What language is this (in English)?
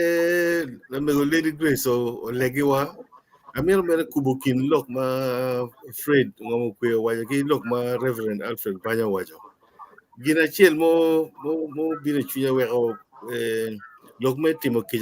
Acoli